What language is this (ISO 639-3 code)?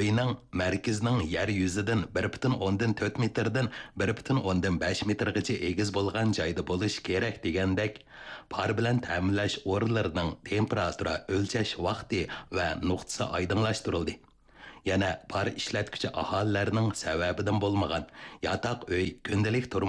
uig